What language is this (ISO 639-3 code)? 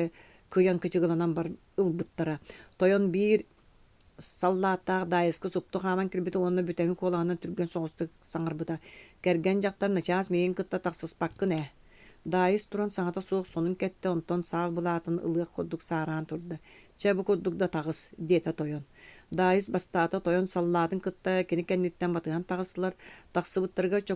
sah